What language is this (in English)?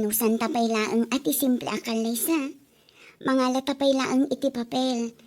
Iloko